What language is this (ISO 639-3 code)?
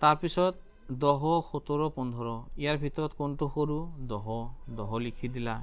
asm